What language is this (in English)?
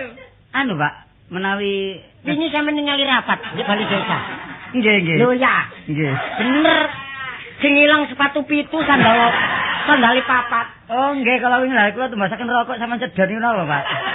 Javanese